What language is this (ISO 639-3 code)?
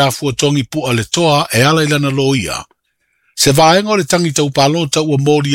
smo